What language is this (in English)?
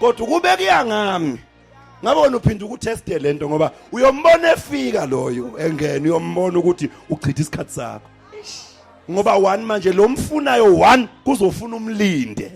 Zulu